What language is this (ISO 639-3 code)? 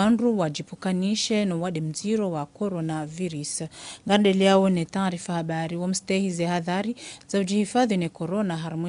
zdj